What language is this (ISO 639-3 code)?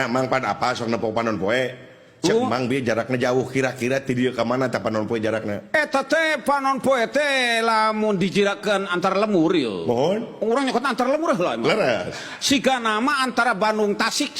sun